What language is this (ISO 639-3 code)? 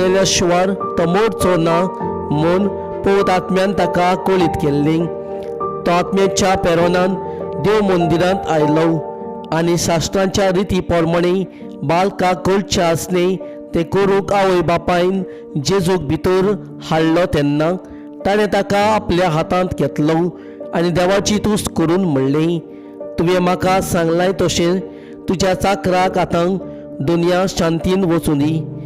kok